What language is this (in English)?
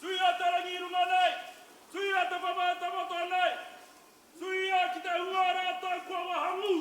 Māori